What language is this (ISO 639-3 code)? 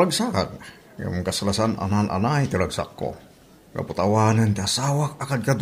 ilo